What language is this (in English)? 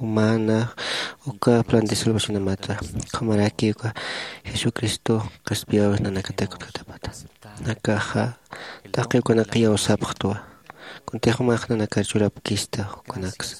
Aymara